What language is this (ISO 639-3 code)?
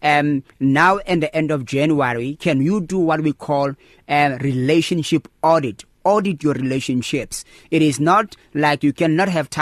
eng